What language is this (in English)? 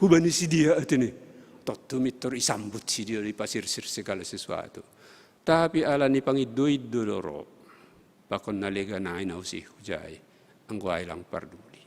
Batak Simalungun